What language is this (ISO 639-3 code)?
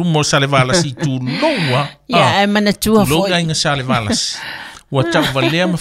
smo